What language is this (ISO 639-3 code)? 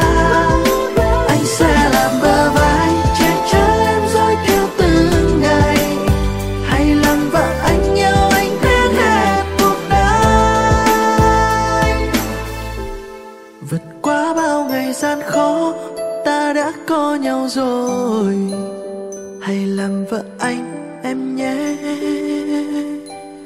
vie